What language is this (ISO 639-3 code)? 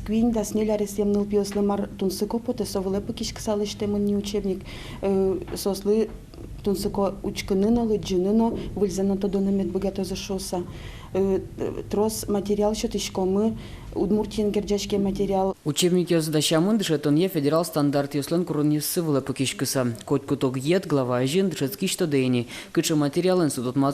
udm